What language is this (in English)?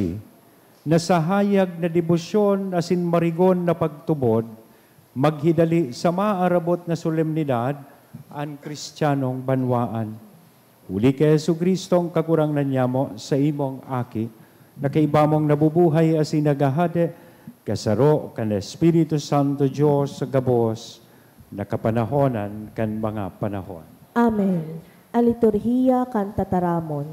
Bikol